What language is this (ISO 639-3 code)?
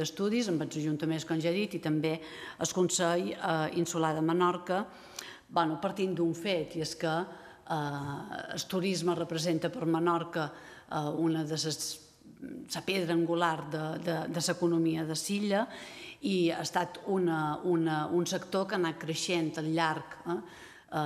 cat